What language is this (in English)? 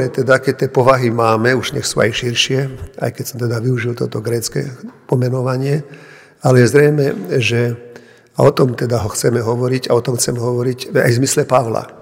Slovak